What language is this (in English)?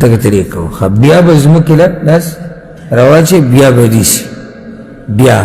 Pashto